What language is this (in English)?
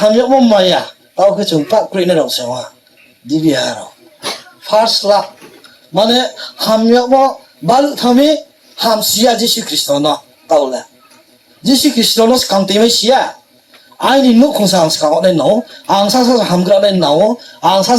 Riang (India)